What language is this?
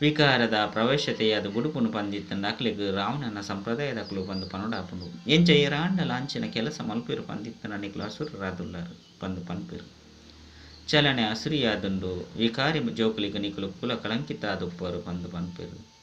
Tulu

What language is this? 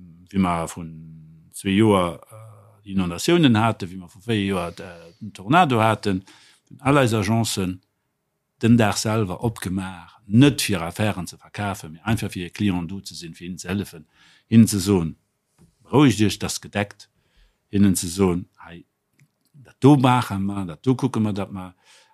Luxembourgish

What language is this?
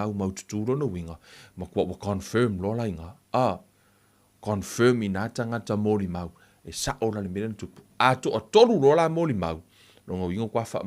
Samoan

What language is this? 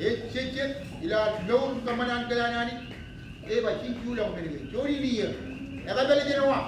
Marshallese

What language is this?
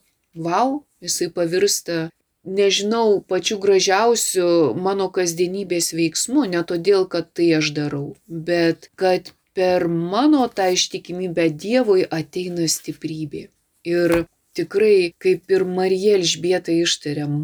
Lithuanian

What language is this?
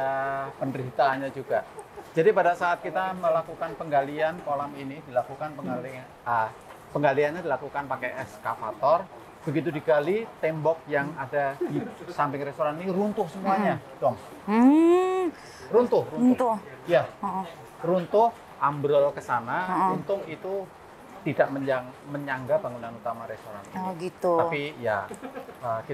Indonesian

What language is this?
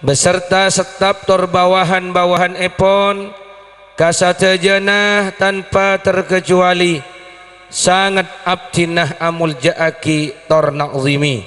Madurese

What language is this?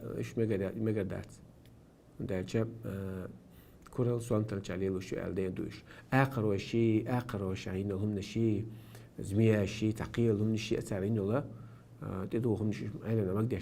Chechen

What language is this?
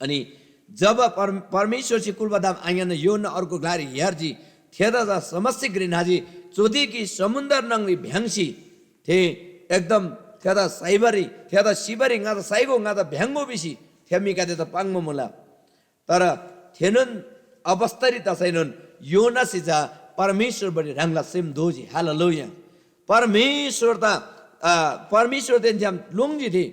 Eastern Tamang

